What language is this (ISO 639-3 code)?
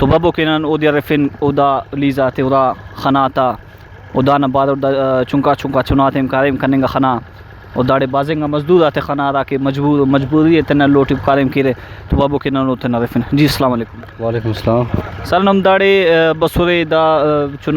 brh